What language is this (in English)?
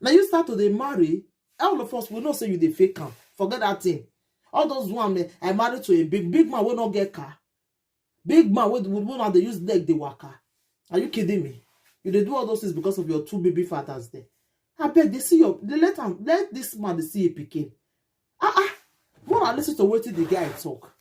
Nigerian Pidgin